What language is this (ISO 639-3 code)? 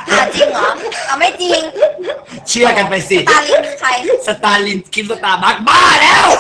tha